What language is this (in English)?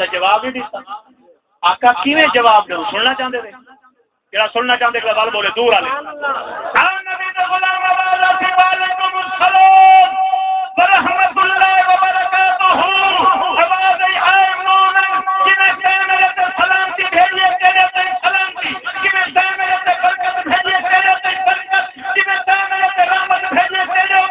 Saraiki